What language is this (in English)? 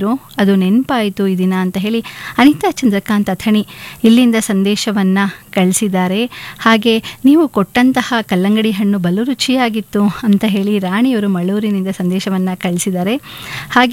Kannada